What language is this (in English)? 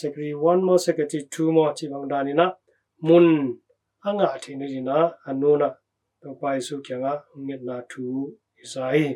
Tedim Chin